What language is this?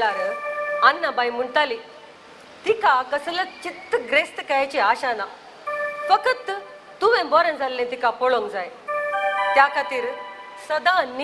Konkani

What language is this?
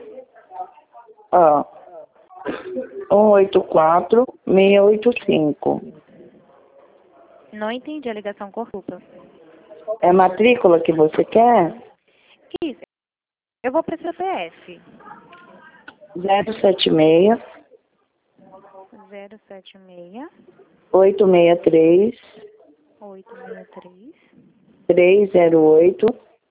Portuguese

